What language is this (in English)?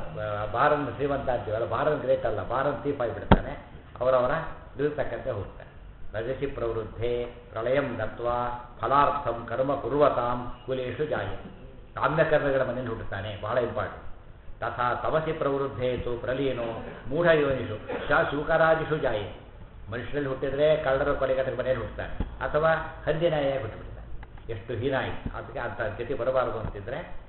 Kannada